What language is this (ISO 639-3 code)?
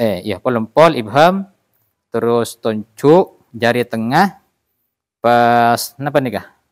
mad